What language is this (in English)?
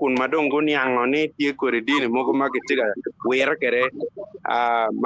Acoli